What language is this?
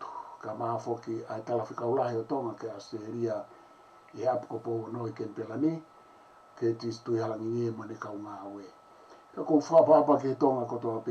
Tongan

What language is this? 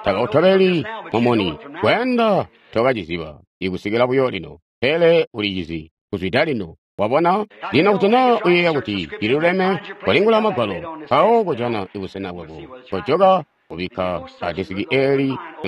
Tonga (Zambia)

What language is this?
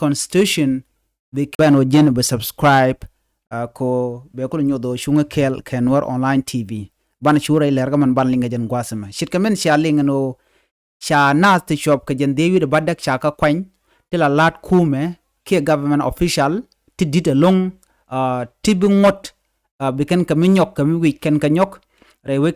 Nuer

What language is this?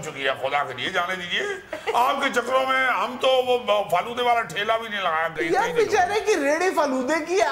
Urdu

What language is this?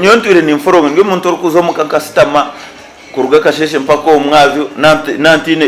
Nyankole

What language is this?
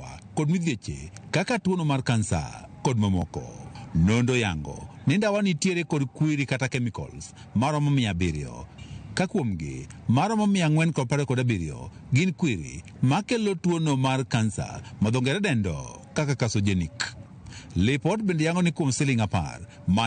Luo (Kenya and Tanzania)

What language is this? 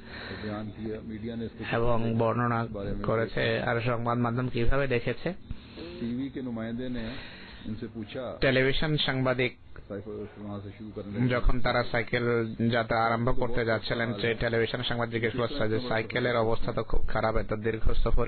Bangla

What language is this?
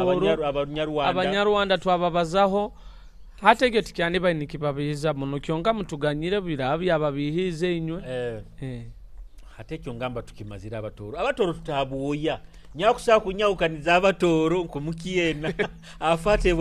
Nyoro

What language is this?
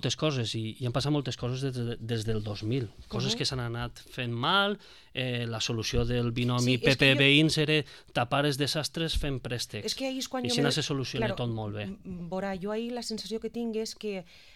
Catalan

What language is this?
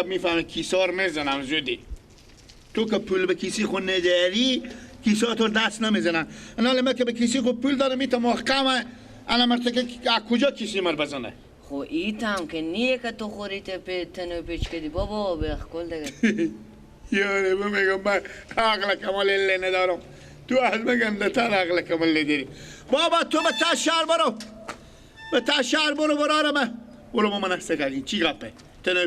Persian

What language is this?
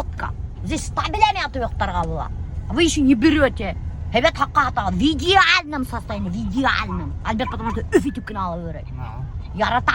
Bashkir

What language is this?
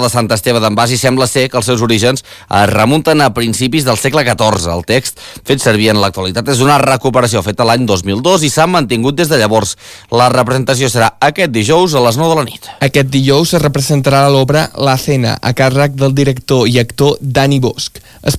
Catalan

